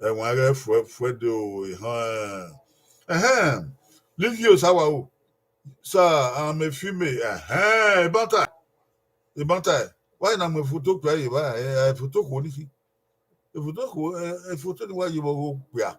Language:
Bini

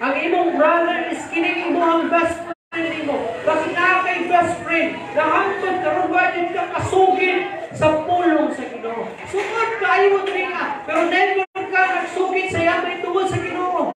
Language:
Cebuano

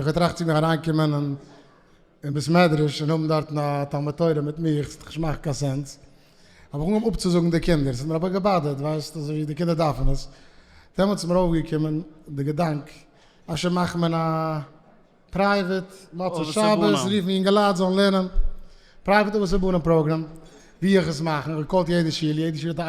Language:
Yiddish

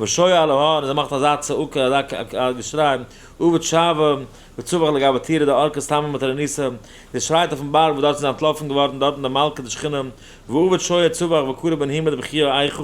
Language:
Yiddish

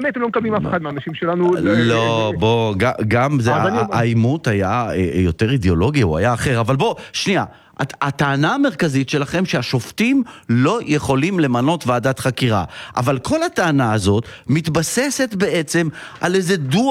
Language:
Hebrew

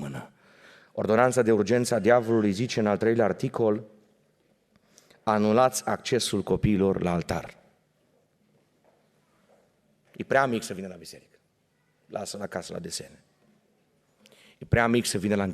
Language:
Romanian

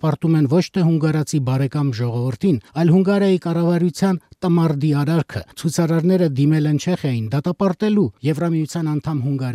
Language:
Armenian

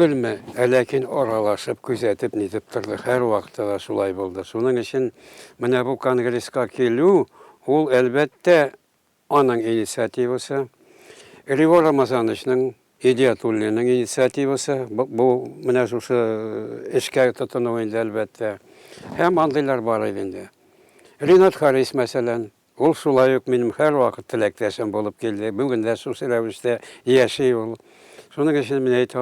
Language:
Tatar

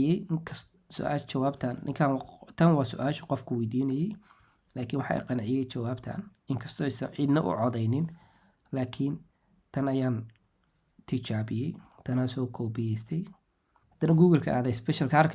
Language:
Somali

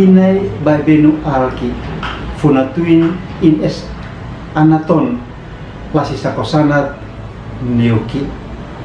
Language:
Uab Meto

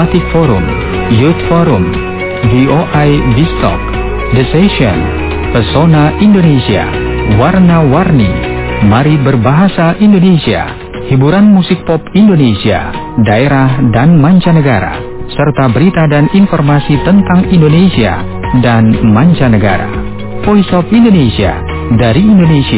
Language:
Indonesian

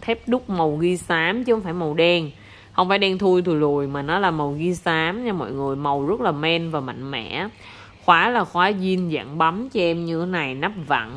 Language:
Vietnamese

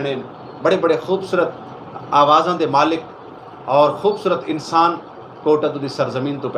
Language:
Saraiki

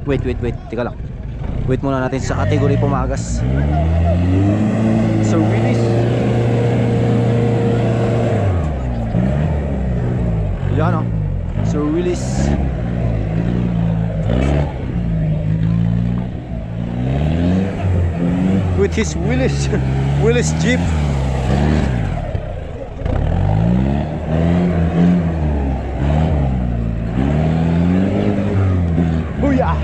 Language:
Filipino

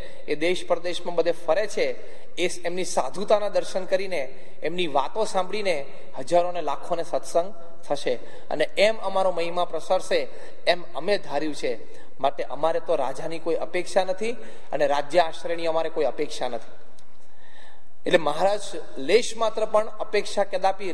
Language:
Gujarati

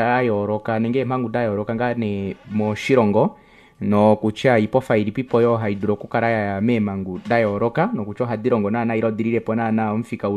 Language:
Kuanyama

